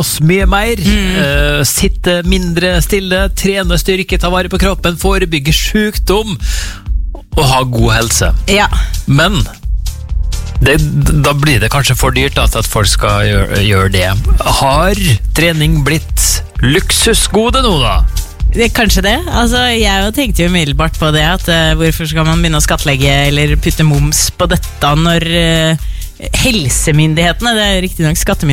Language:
Norwegian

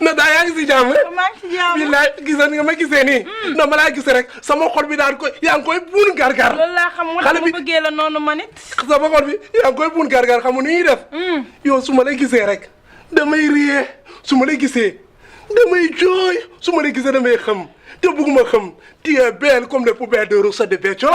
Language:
Wolof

